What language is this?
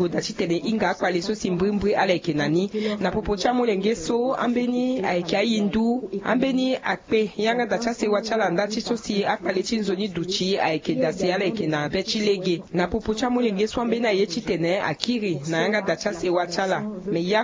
Sango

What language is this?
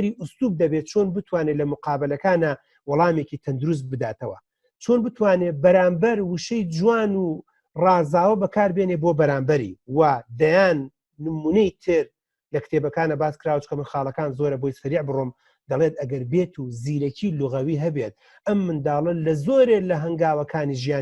Central Kurdish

